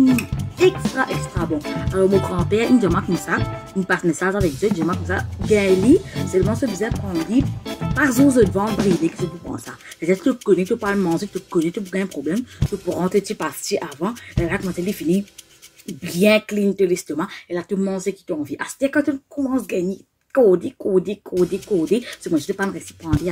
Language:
Morisyen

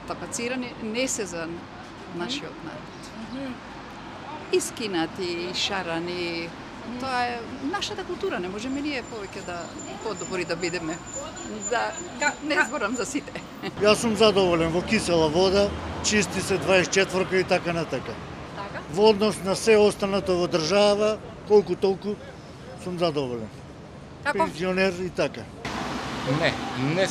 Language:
Macedonian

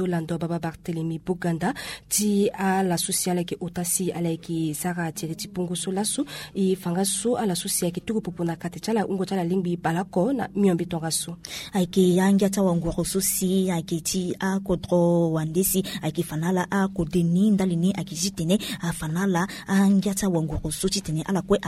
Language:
Sango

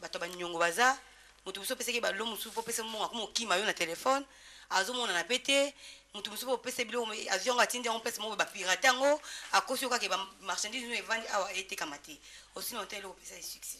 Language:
Lingala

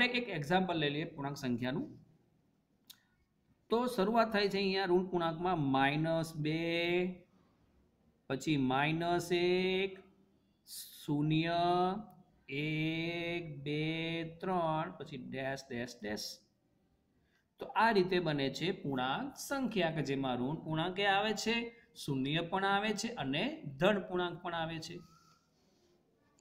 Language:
Gujarati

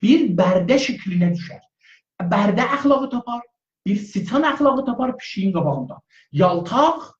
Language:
South Azerbaijani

